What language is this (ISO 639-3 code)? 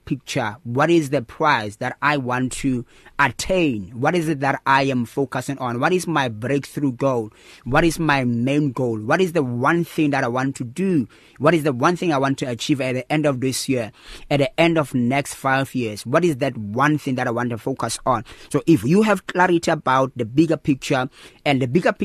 eng